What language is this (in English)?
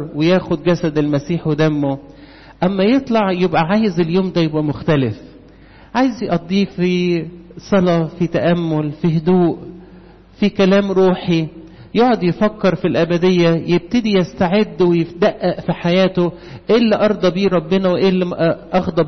Egyptian Arabic